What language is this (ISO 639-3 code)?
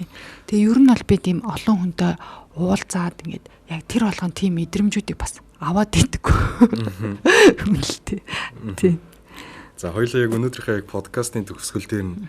mon